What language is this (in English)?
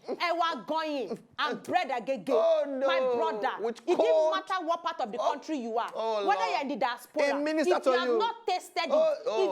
Nigerian Pidgin